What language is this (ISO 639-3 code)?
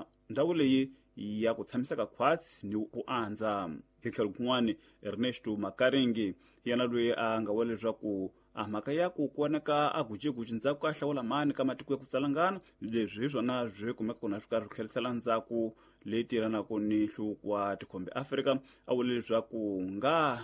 tso